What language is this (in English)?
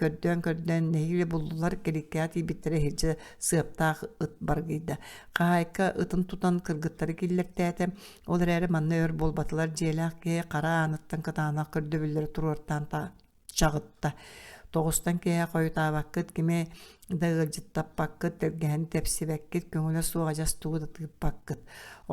Yakut